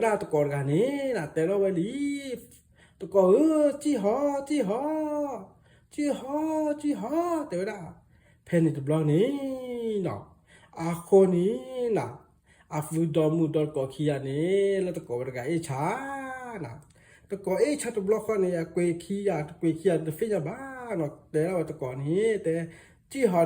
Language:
S'gaw Karen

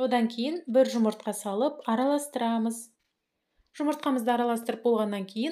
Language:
Kazakh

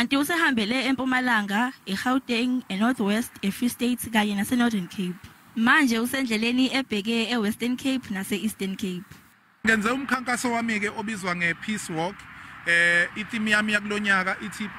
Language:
Zulu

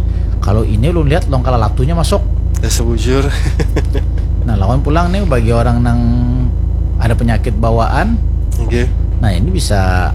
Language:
Banjar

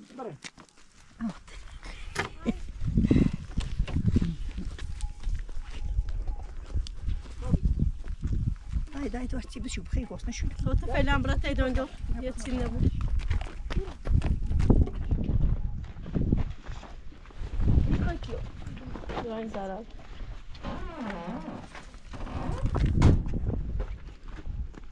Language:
Persian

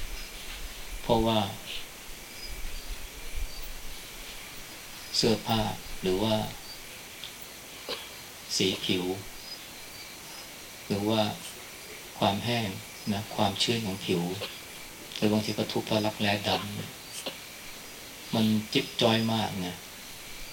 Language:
Thai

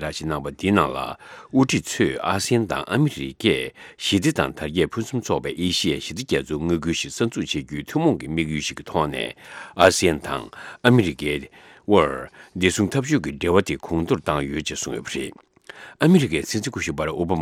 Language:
Tibetan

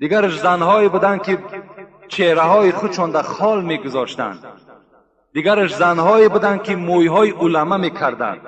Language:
Tajik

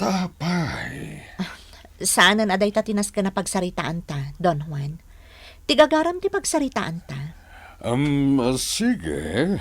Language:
Iloko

